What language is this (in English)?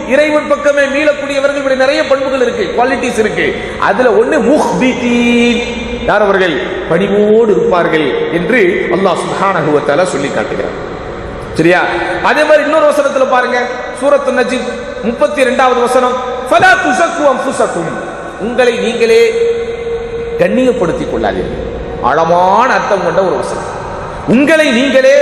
Tamil